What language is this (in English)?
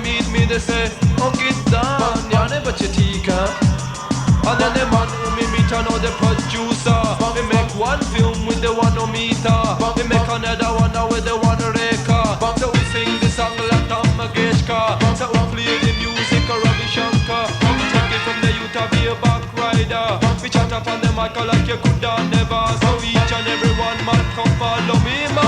Jamaican Creole English